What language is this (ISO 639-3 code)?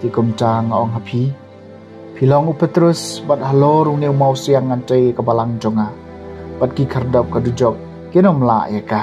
kha